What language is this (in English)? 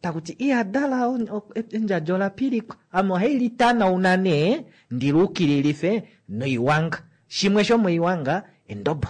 Kuanyama